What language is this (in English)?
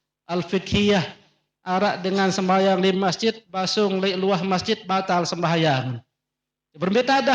Sasak